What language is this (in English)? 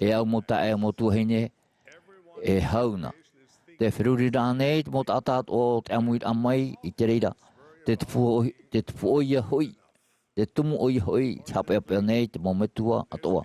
Tahitian